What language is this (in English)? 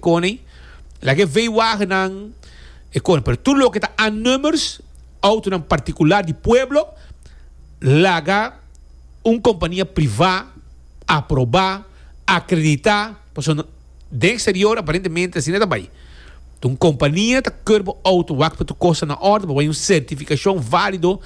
Papiamento